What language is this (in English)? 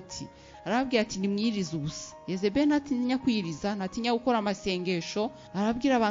Kinyarwanda